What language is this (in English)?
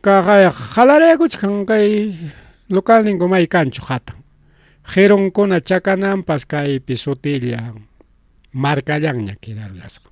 Ayacucho Quechua